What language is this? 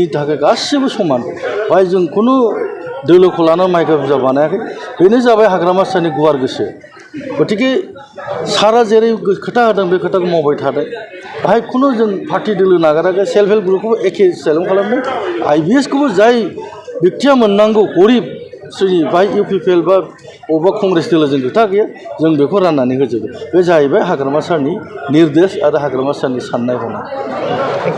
Bodo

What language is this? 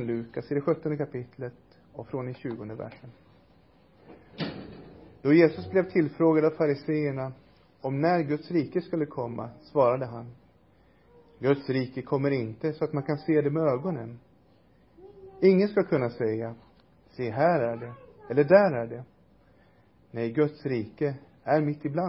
Swedish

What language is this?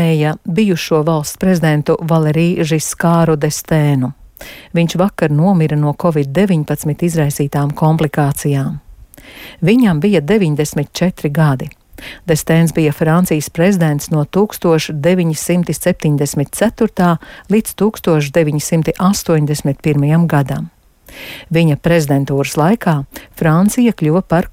Latvian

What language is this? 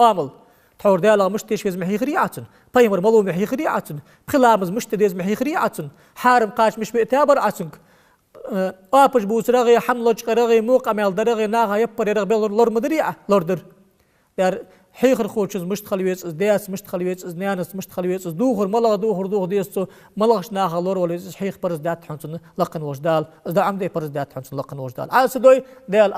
Ingush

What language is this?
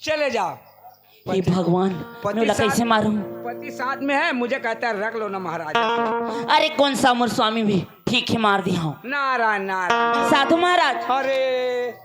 Chhattisgarhi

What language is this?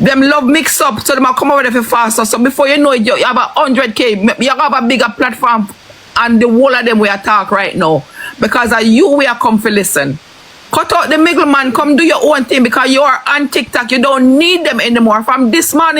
Jamaican Creole English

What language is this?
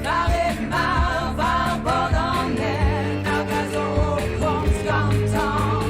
Breton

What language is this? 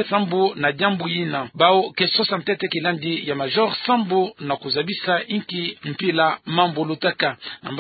Kituba (Democratic Republic of Congo)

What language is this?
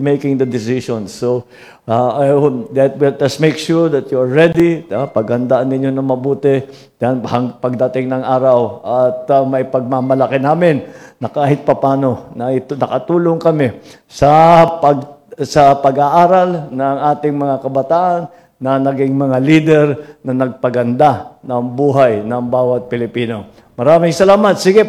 Filipino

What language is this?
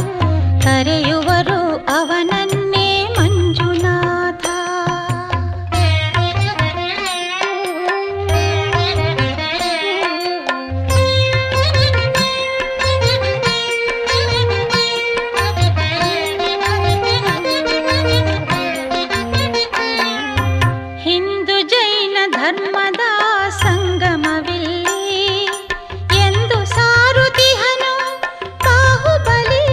Kannada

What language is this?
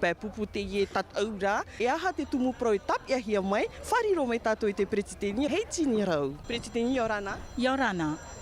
Tahitian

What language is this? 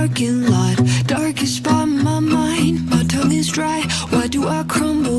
Kara-Kalpak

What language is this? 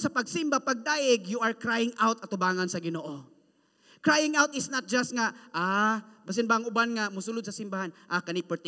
Cebuano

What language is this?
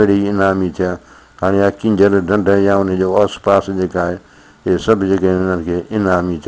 Sindhi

